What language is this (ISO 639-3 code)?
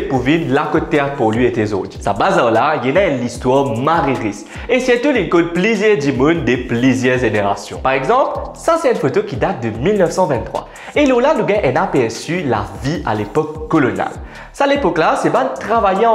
mfe